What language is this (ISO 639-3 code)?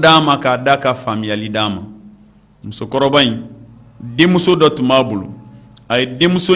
bam